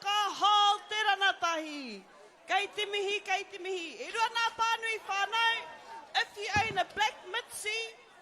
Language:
Māori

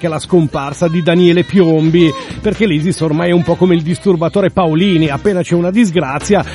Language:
Italian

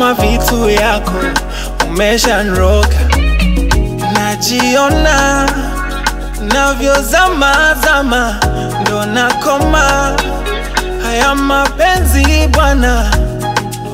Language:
Swahili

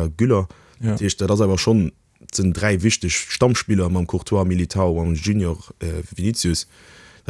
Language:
Luxembourgish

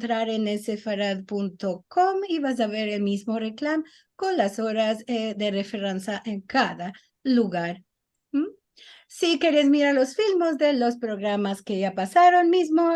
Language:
Ladino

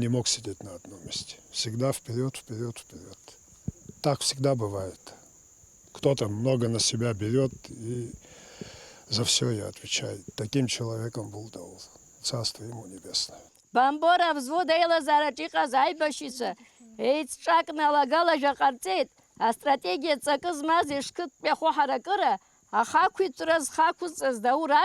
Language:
Abkhazian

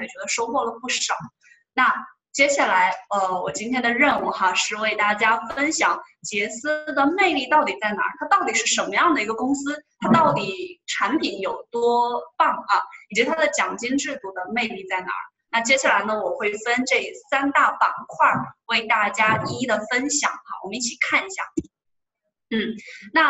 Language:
Chinese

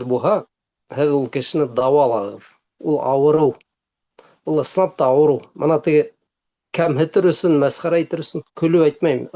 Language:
Bashkir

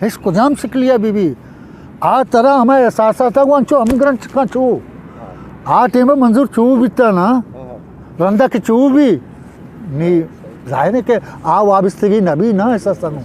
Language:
Eastern Balochi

